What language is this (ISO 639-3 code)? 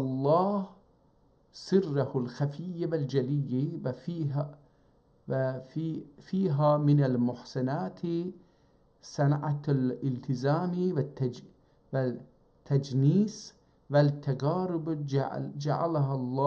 azb